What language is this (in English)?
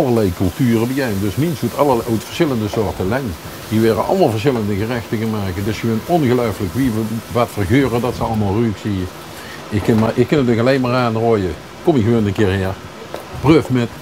Limburgish